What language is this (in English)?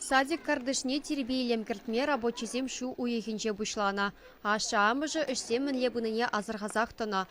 Chuvash